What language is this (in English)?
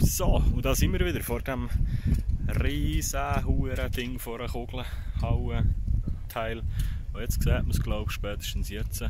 Swiss German